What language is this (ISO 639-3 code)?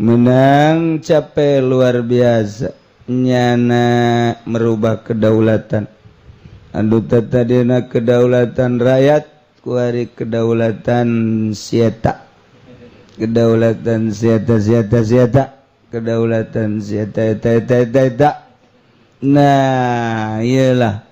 sun